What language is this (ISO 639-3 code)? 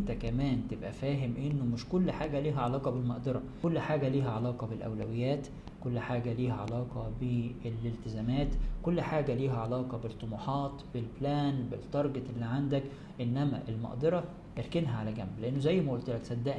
arz